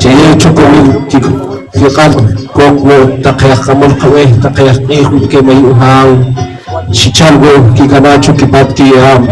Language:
Poqomchi'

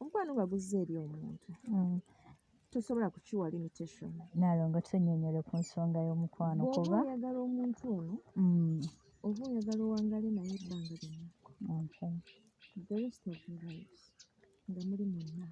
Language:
Ganda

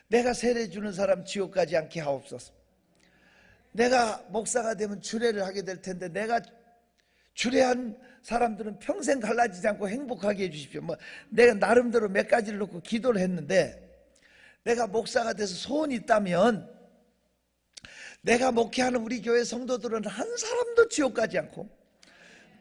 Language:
Korean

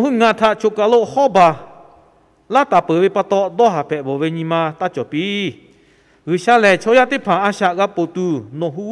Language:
Lahu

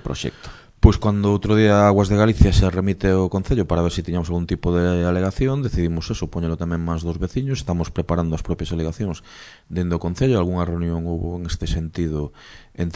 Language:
Galician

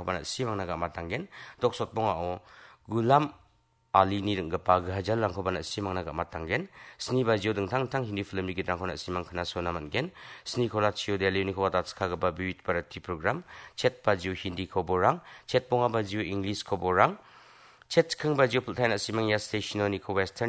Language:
Garo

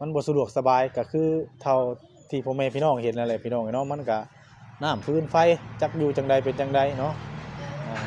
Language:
Northeastern Thai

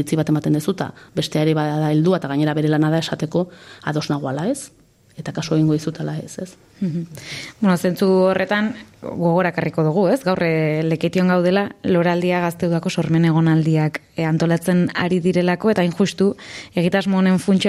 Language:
Basque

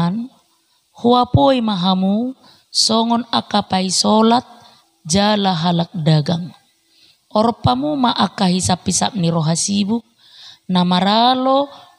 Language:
Batak Toba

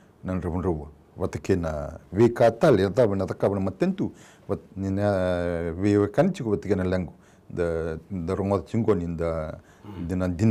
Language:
Fijian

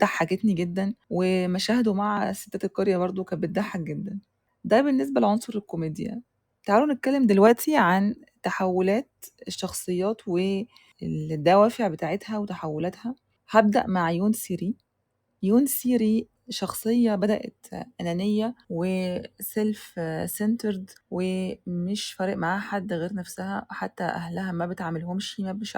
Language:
Egyptian Arabic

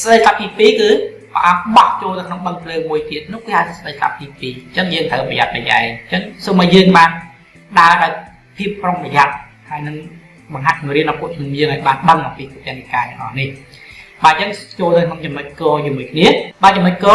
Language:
Khmer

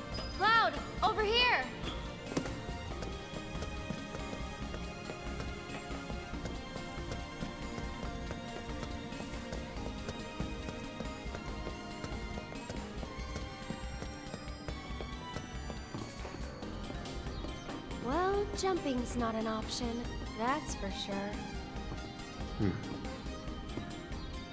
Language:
English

